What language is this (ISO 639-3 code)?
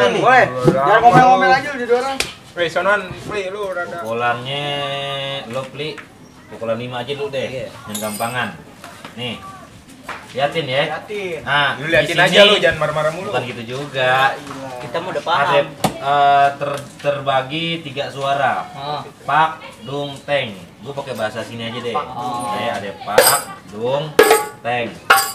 bew